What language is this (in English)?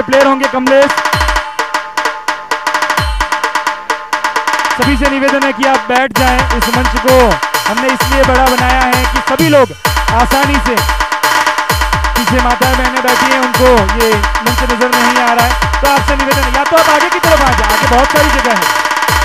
Hindi